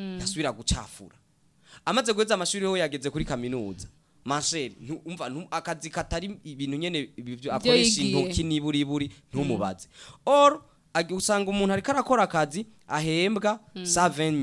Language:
Rundi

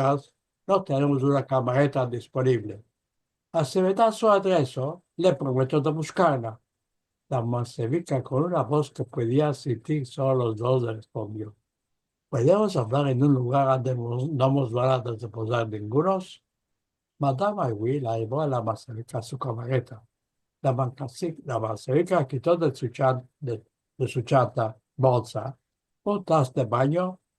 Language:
Ladino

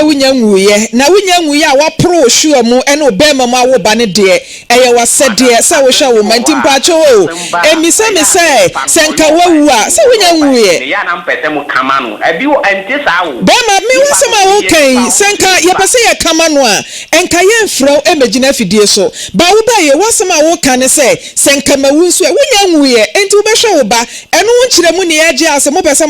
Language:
Akan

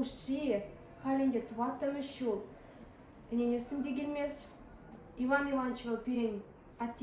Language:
Chuvash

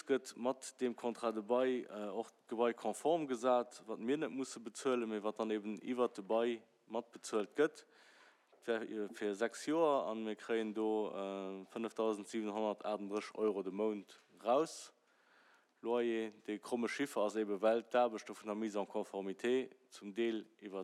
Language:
Luxembourgish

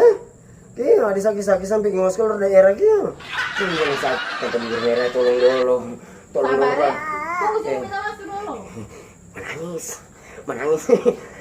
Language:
Ambonese Malay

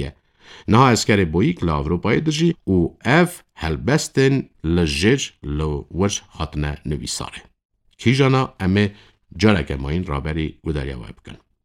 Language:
Kurdish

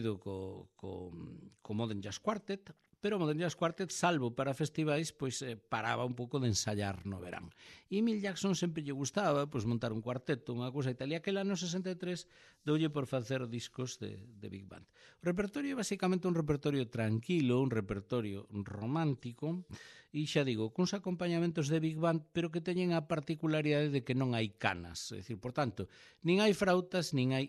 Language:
Galician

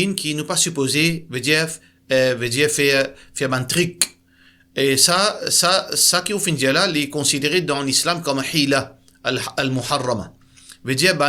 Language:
Morisyen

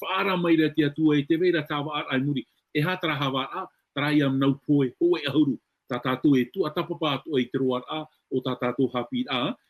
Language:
Tahitian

